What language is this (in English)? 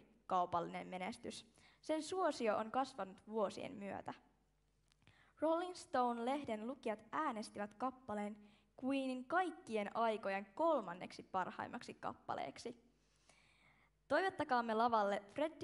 Finnish